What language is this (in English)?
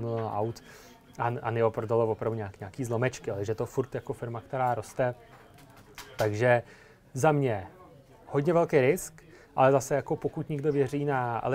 Czech